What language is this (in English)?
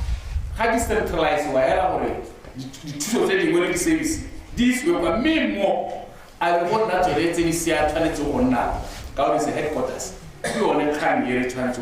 Tswana